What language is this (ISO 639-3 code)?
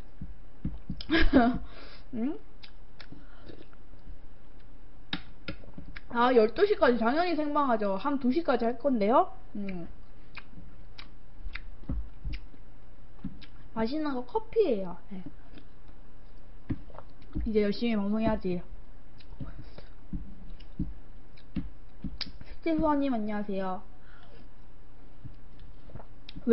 kor